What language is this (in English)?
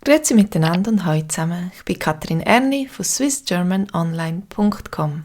Swiss German